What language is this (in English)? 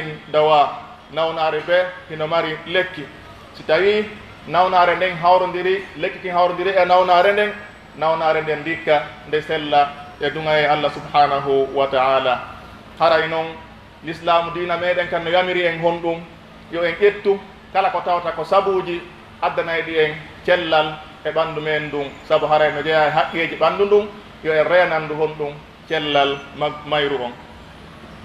Pular